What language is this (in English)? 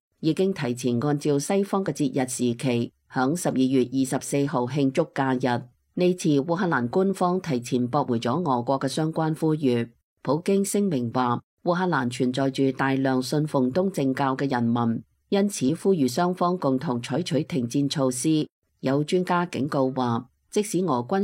Cantonese